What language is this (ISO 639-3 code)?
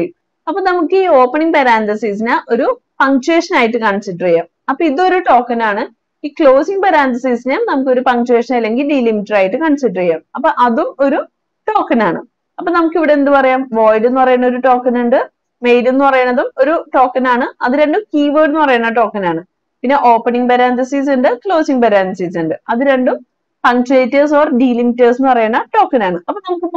mal